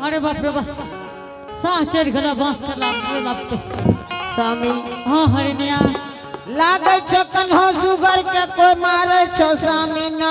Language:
Angika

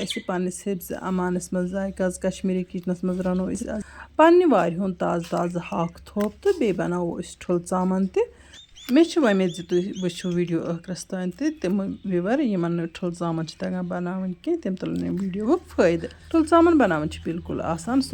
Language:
Kashmiri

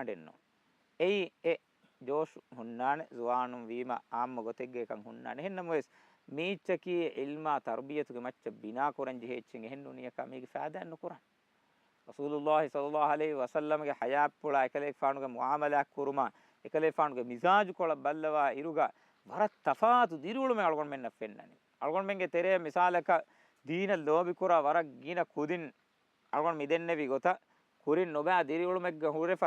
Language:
Divehi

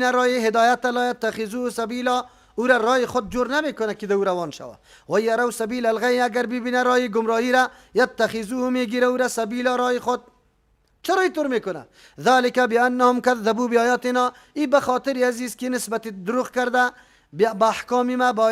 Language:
Persian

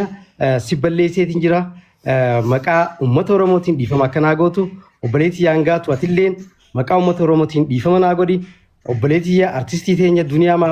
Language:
Oromo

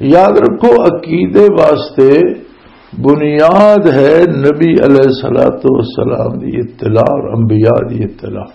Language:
Western Panjabi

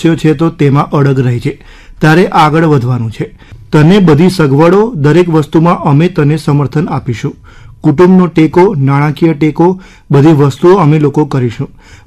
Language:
Gujarati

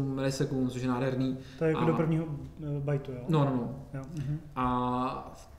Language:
Czech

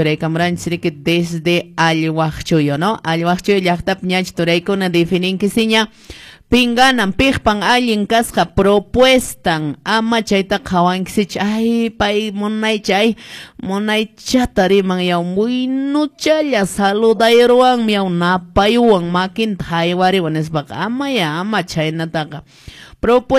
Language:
Quechua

